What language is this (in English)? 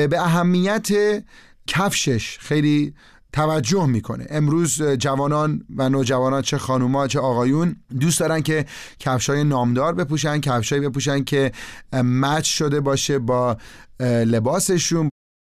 Persian